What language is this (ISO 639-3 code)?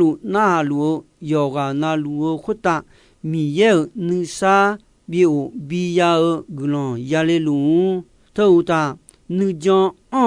ahk